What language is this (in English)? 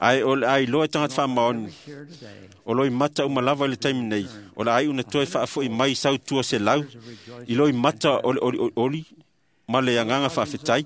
Samoan